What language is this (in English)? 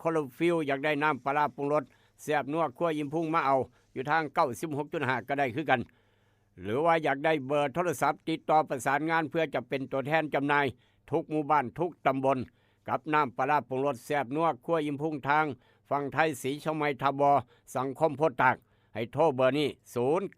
Northeastern Thai